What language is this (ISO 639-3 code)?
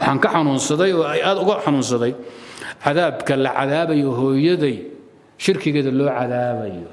som